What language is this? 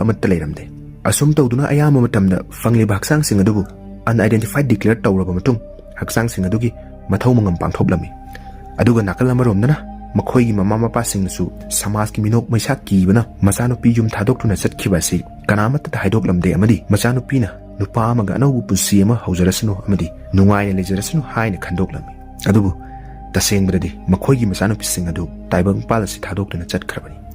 Manipuri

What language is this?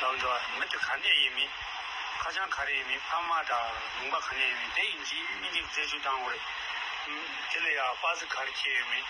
Tibetan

